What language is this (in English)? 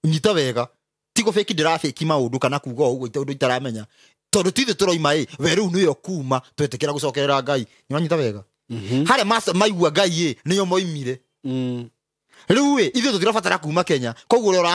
Kikuyu